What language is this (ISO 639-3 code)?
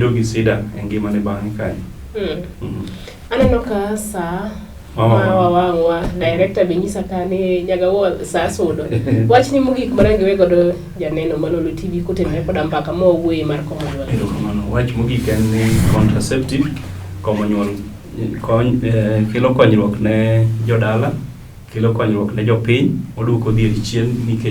luo